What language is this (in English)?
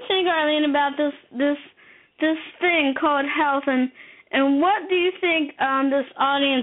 English